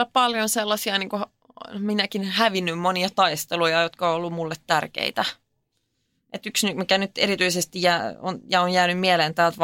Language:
Finnish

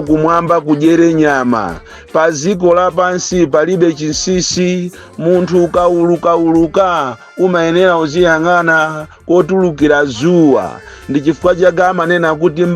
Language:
Nyanja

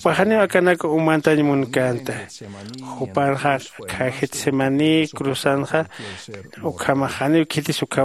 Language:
Aymara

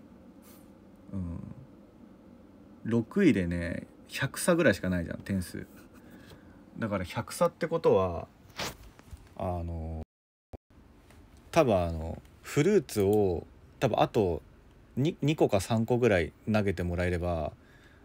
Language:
Japanese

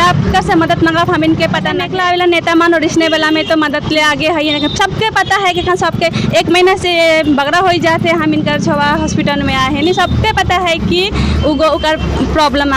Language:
Sadri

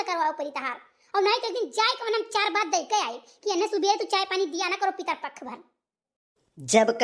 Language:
Awadhi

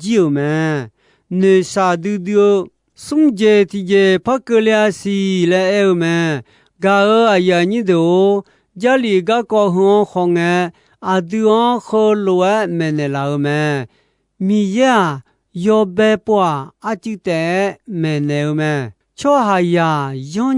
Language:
Akha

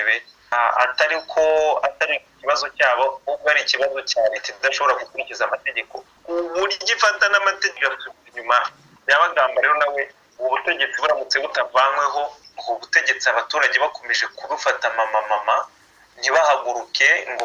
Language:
Kinyarwanda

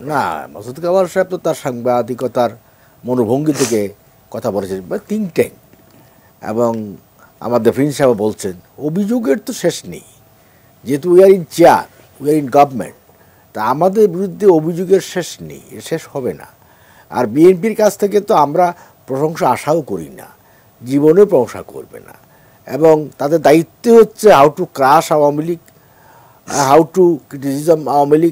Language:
Bangla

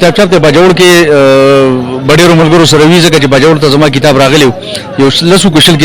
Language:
Pashto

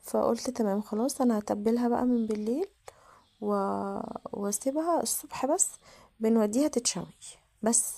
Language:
Egyptian Arabic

